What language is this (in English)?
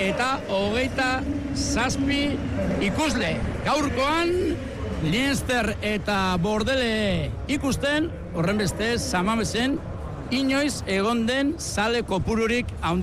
Basque